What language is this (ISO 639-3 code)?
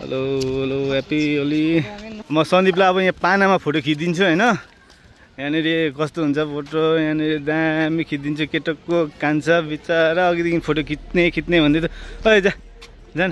nep